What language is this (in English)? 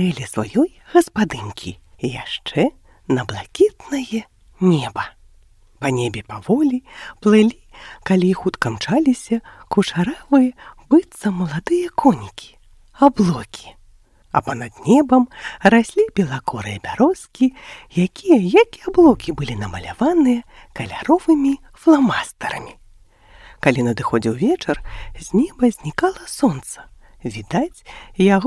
Belarusian